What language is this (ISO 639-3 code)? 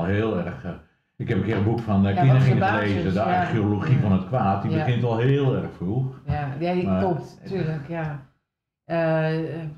nld